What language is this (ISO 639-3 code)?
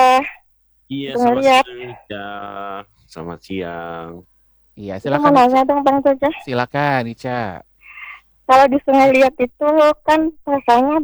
ind